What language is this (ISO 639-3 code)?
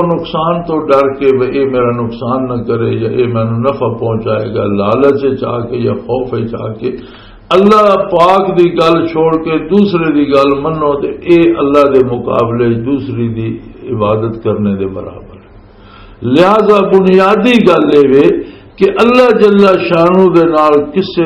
lah